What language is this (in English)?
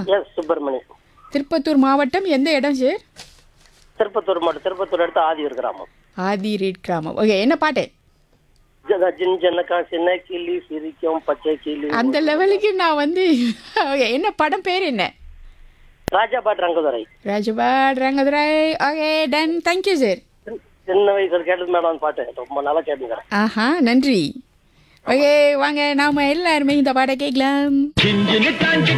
Tamil